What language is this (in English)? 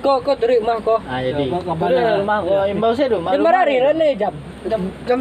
Minangkabau